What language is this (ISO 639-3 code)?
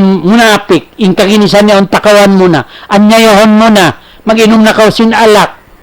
tsg